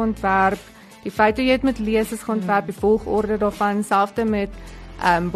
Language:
Afrikaans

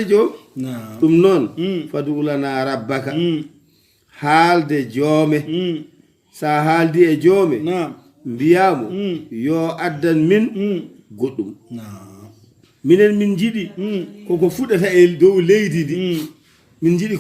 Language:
Fula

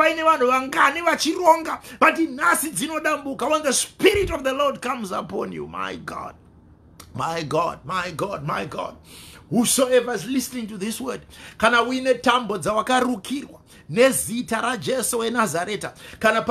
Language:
Shona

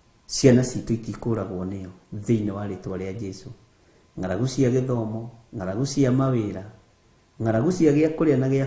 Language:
Kikuyu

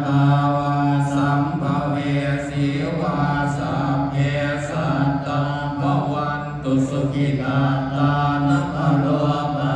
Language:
Pali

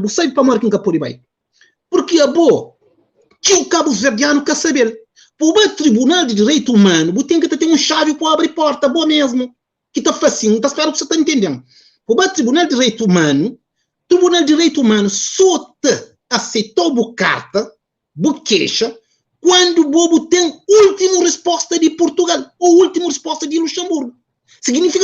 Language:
Kabuverdianu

